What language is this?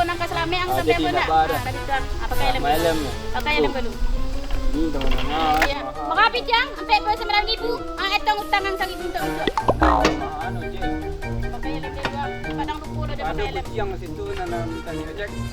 Minangkabau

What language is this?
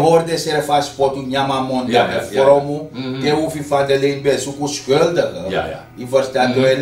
Sranan Tongo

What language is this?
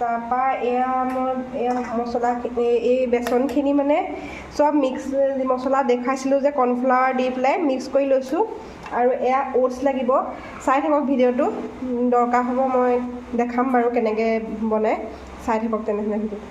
Assamese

